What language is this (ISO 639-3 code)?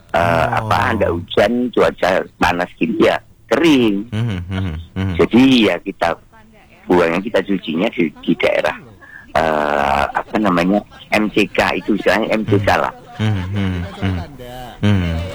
ind